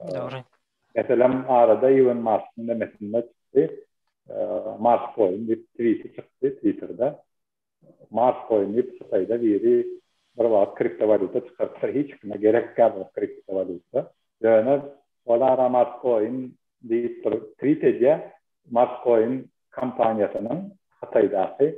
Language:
Turkmen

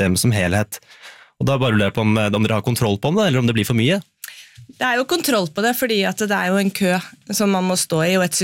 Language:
Norwegian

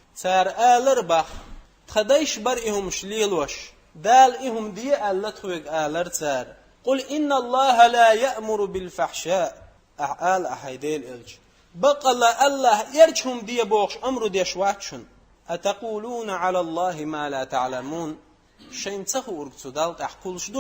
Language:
Chechen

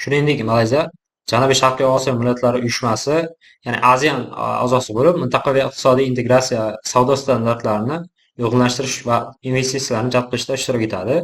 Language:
Uzbek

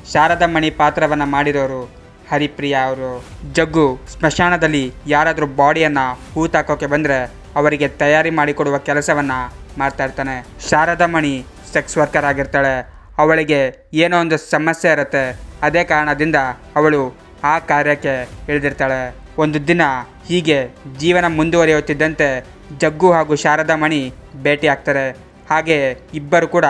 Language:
Kannada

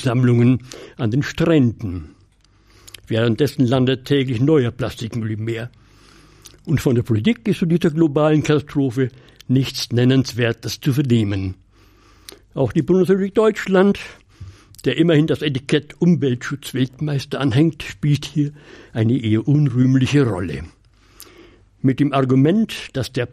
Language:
German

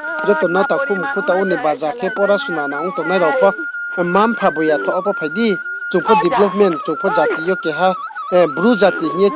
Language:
Riang (India)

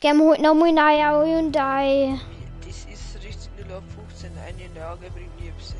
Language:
Bavarian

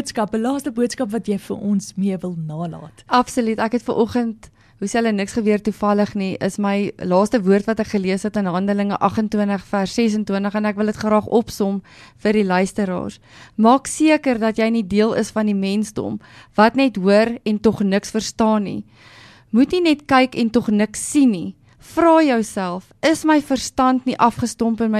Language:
Afrikaans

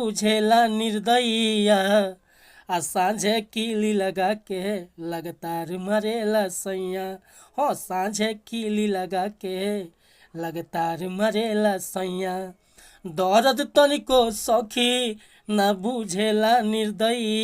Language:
Bhojpuri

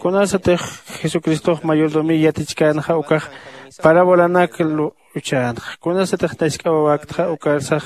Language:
Aymara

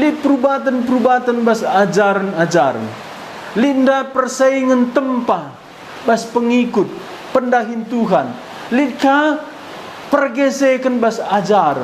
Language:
Batak Karo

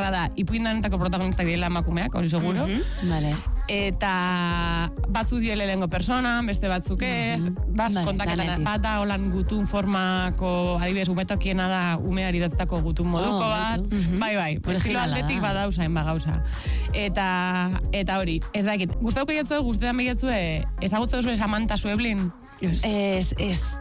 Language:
Basque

